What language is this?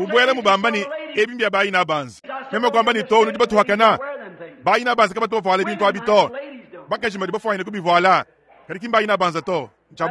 Luba-Lulua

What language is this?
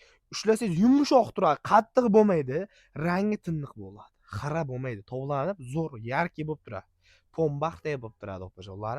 Uzbek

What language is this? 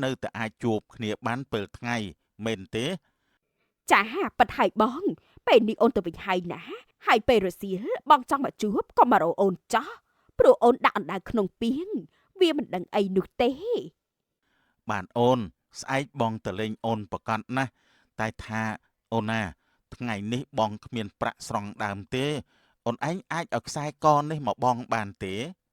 Khmer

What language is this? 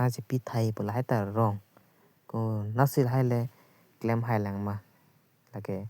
Karbi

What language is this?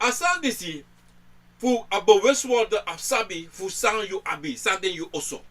Sranan Tongo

